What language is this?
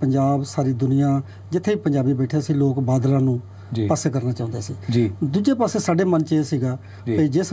Punjabi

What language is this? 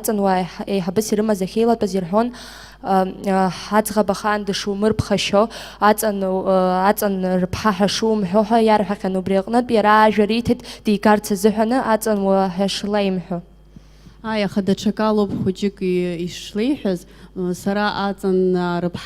Abkhazian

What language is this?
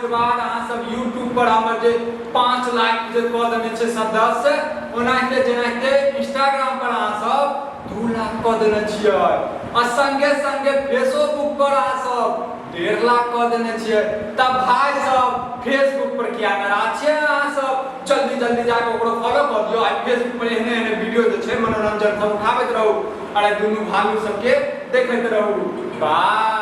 Maithili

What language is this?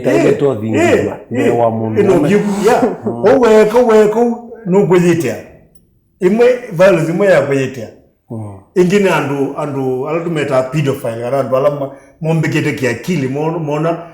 Kamba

